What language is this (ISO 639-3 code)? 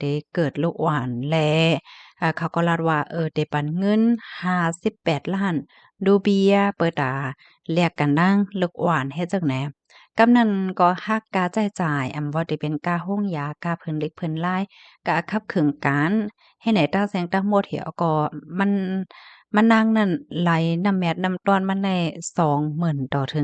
shn